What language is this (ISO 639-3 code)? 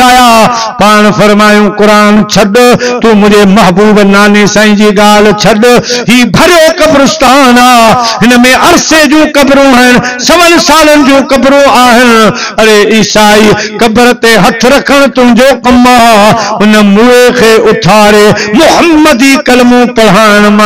snd